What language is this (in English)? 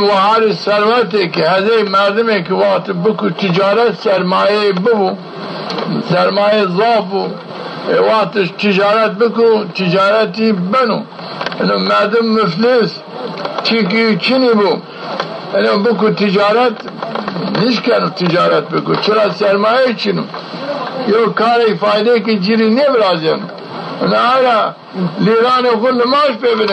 Zaza